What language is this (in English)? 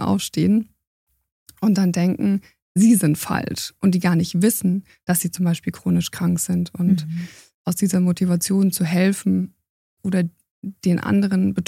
German